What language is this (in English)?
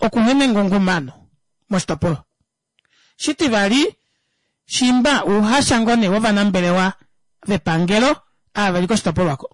Kuanyama